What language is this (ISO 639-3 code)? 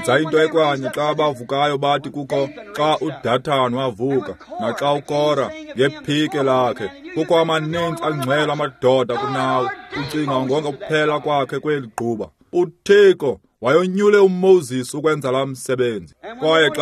xho